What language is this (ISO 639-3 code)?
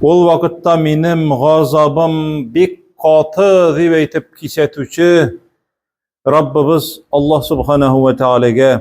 tat